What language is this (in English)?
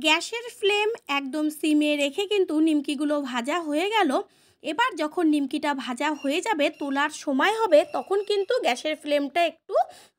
Bangla